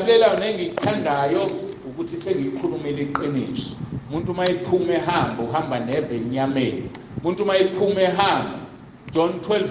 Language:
Zulu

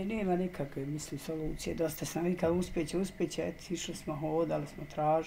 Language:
Bosnian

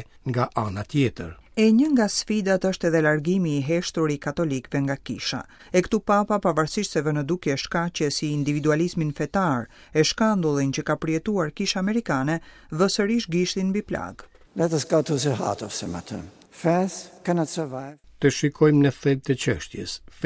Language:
Albanian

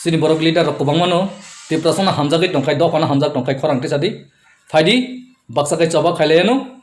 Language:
Kok Borok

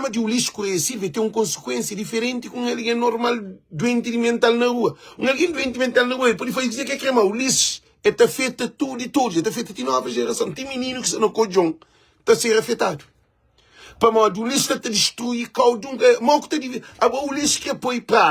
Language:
Kabuverdianu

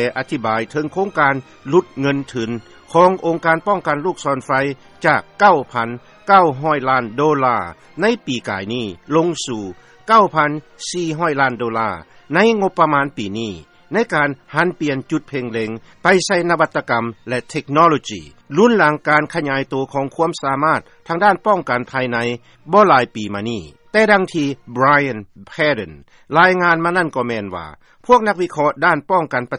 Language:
Lao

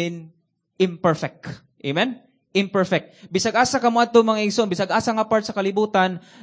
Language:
Cebuano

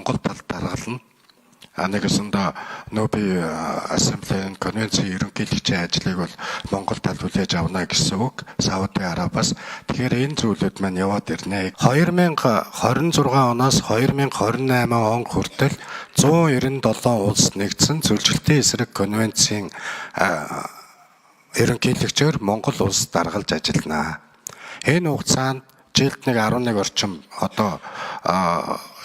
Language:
Mongolian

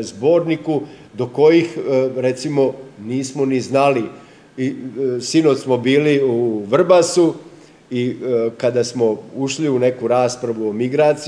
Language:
Serbian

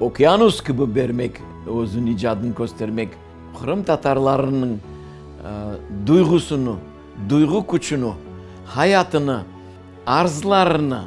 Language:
Crimean Tatar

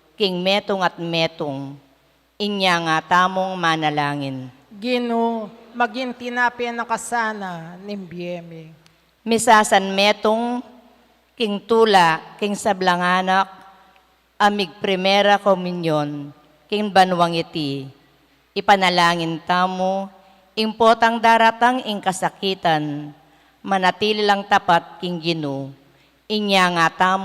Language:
Pampanga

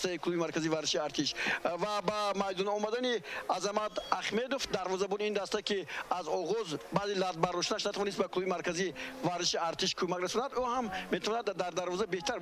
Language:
Tajik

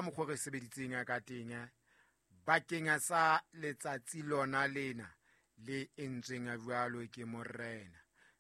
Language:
Southern Sotho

